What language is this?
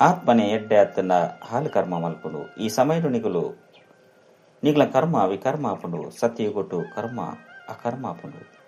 Tulu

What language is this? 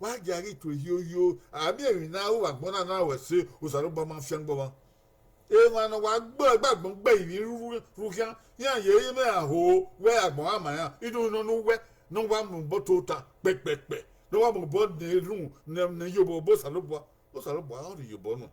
Bini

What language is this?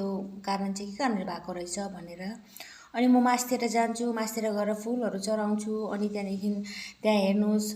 Nepali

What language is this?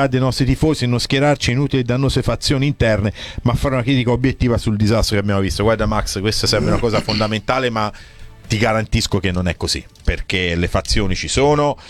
Italian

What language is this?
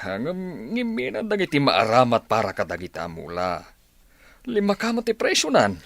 Iloko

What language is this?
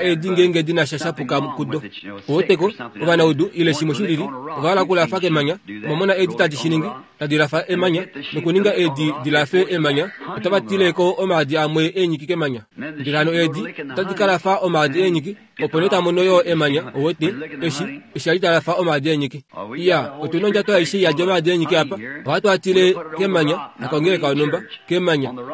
Kuanyama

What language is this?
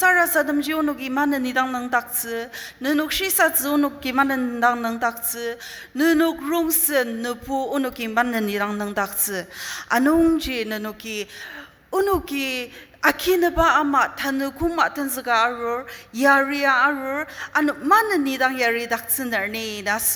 Ao Naga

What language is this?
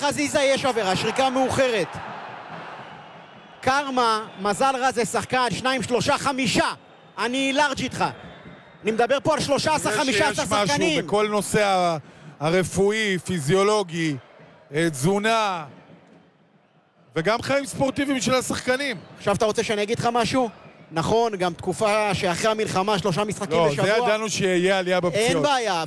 Hebrew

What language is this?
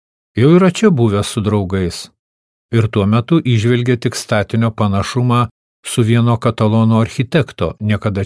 Lithuanian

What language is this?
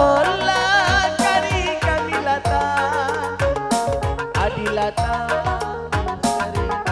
Batak Karo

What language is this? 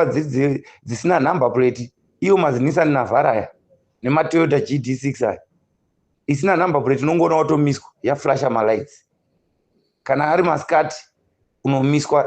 Shona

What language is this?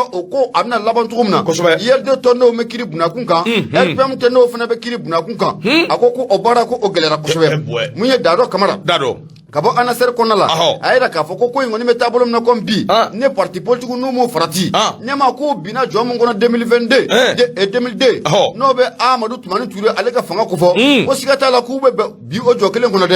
Bambara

